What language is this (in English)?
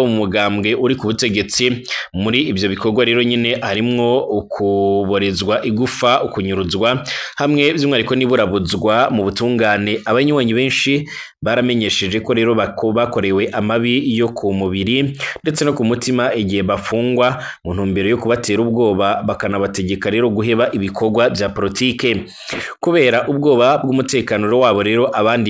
Rundi